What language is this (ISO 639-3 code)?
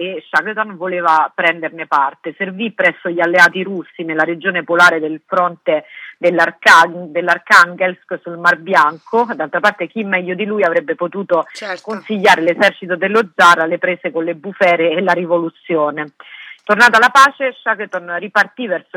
ita